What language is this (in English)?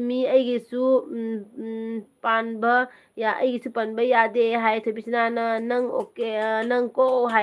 Manipuri